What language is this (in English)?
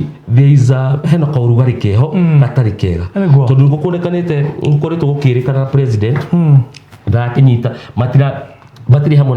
Kikuyu